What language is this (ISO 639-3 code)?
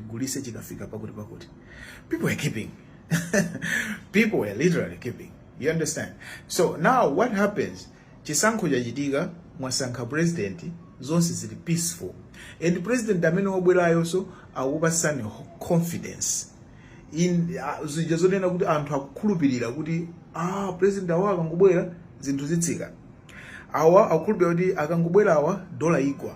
nya